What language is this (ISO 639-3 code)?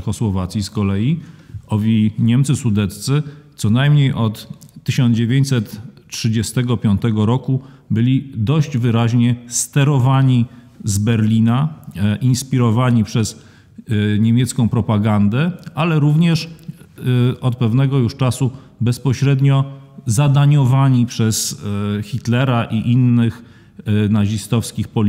pol